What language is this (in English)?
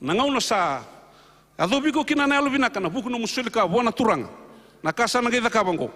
Fijian